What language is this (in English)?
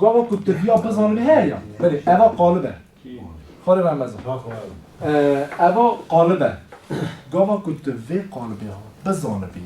Kurdish